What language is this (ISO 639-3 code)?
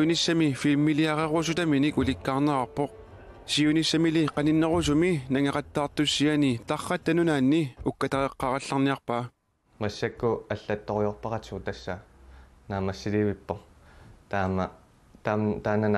kal